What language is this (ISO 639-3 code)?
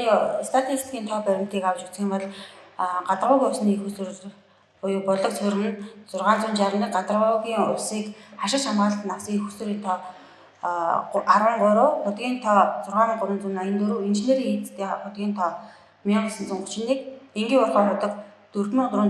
mon